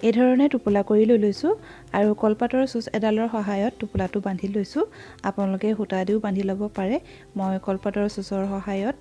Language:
Assamese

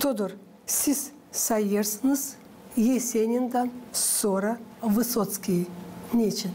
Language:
Gagauz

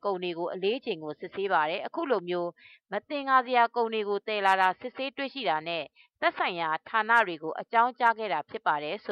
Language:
Burmese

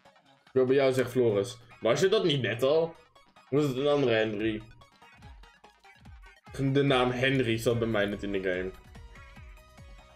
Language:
Dutch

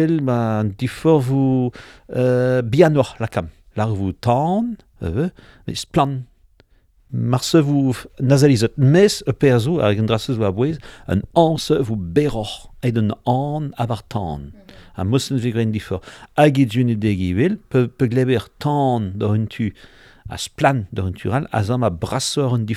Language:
Breton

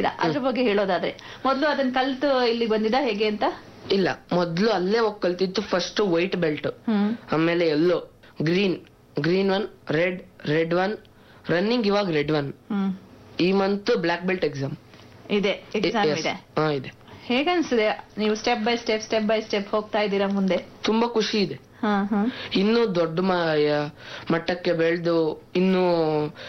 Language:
Kannada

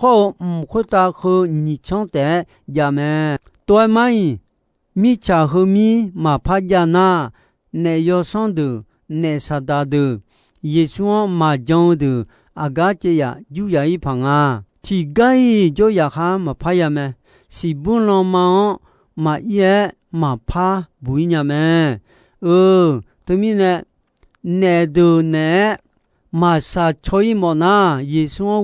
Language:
Akha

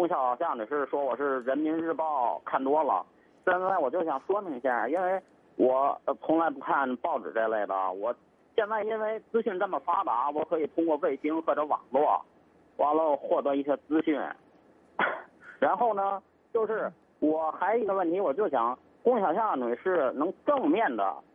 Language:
Chinese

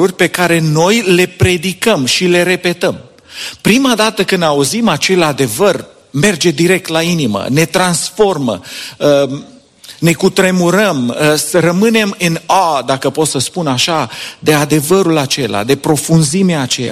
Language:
Romanian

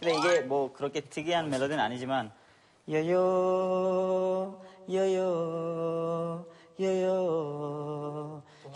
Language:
Korean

